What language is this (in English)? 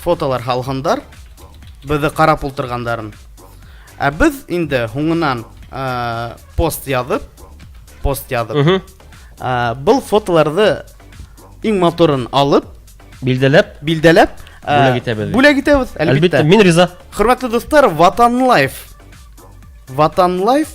Bashkir